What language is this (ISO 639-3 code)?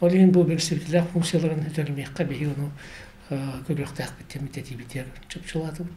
sah